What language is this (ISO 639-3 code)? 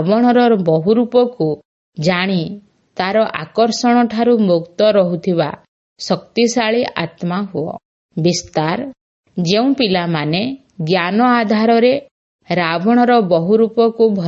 ori